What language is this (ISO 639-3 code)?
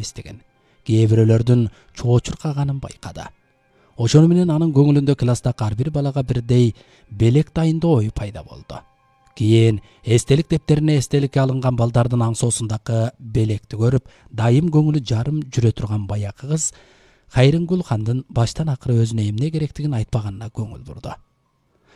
kir